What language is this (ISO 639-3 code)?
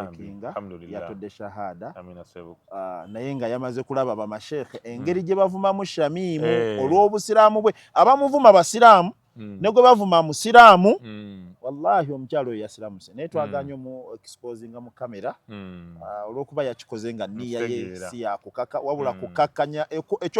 lug